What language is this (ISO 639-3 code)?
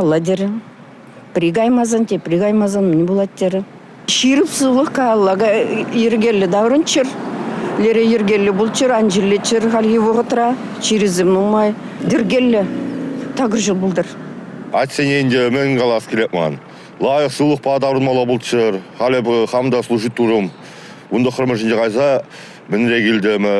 chv